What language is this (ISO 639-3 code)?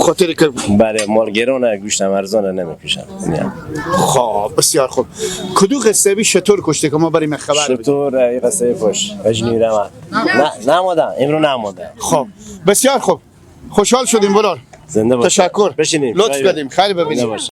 fas